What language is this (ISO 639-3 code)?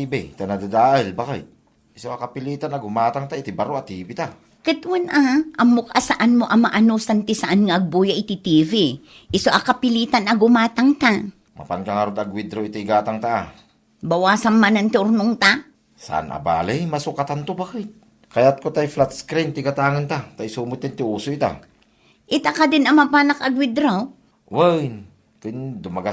ilo